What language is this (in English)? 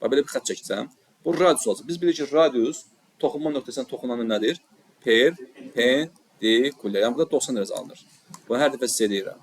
Azerbaijani